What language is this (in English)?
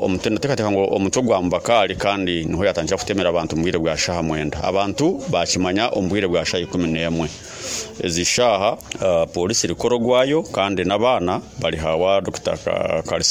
Nyoro